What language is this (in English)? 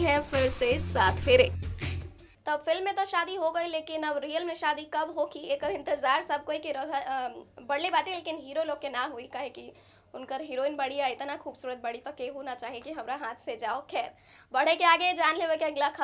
Bhojpuri